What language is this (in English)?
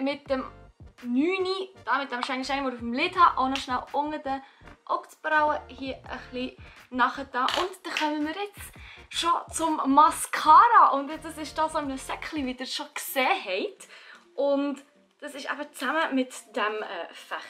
Swiss German